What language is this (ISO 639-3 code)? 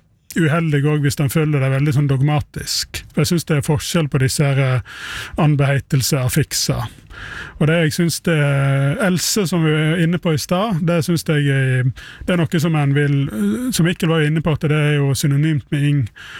nor